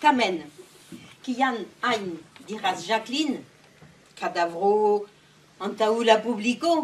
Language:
Esperanto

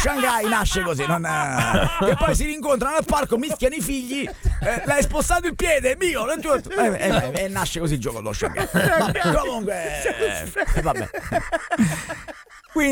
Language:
Italian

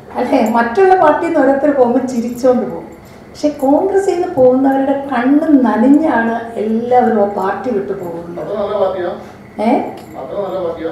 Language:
Malayalam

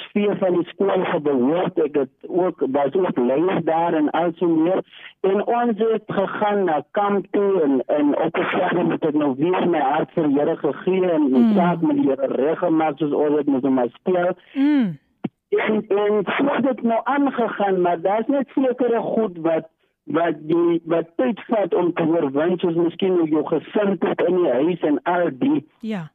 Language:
Afrikaans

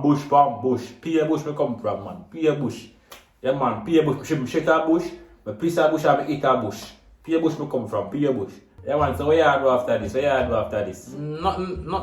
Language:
Jamaican Creole English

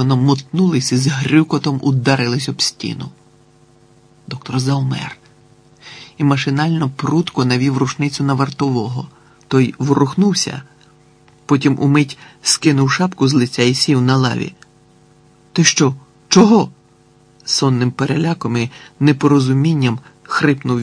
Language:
Ukrainian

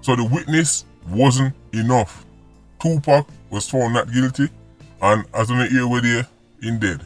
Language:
Jamaican Creole English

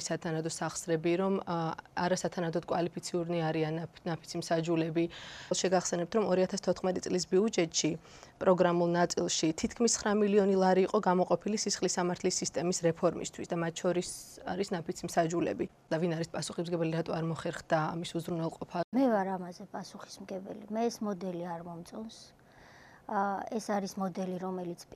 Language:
Georgian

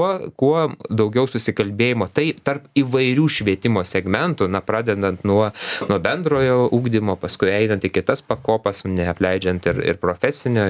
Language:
Lithuanian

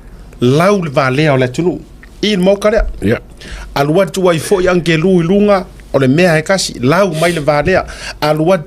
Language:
Samoan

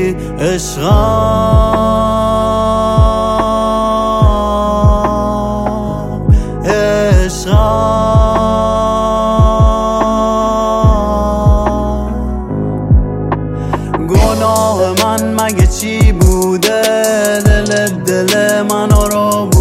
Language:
Persian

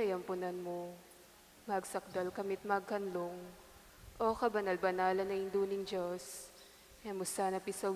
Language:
Pampanga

